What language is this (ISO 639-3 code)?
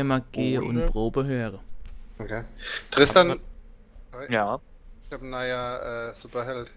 deu